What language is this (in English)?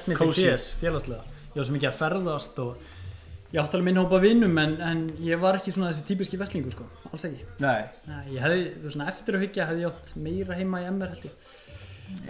Icelandic